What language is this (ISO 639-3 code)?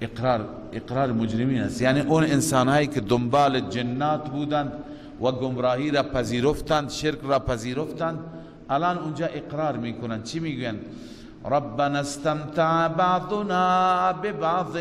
fas